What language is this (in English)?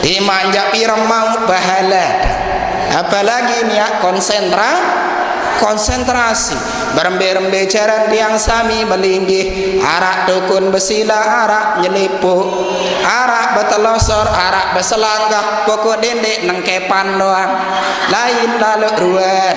Sasak